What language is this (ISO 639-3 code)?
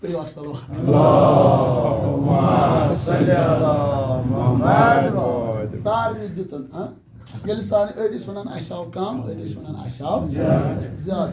kas